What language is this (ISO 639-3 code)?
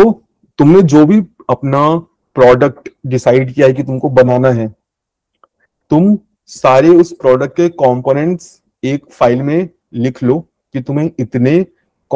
hin